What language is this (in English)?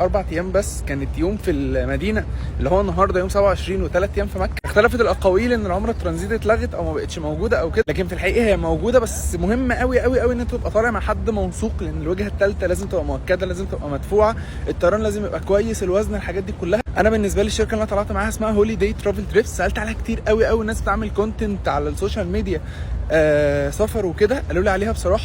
Egyptian Arabic